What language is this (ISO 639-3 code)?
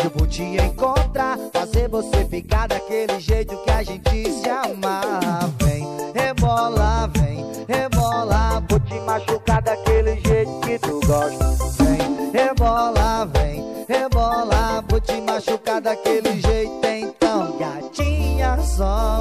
por